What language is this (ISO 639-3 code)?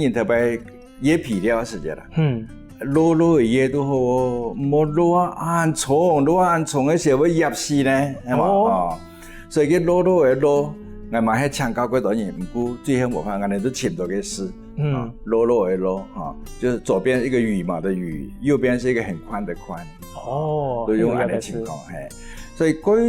hak